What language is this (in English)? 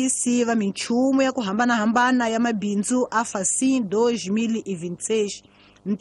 Tsonga